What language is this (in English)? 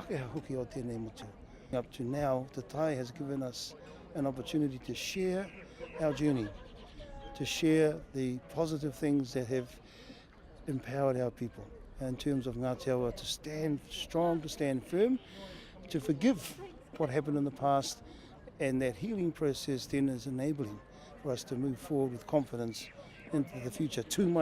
Māori